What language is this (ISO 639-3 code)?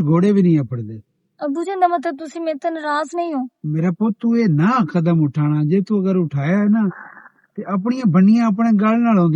lah